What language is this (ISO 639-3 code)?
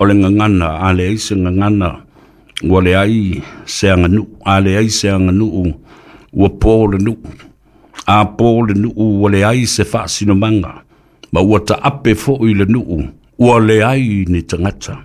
smo